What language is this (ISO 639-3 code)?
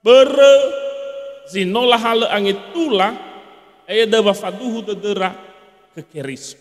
nia